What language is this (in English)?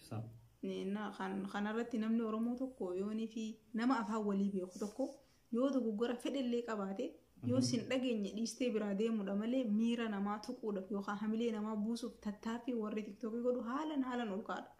Oromo